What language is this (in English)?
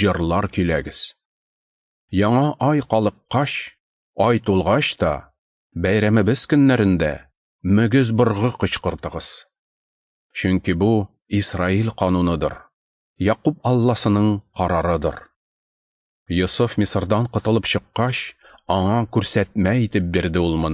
Tatar